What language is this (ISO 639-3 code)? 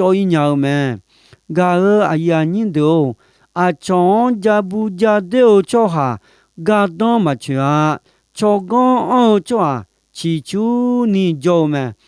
ahk